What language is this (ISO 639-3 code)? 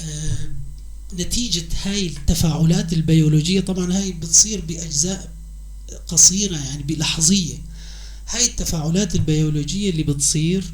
apc